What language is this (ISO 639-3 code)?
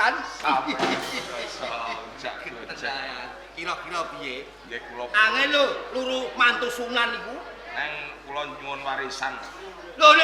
jav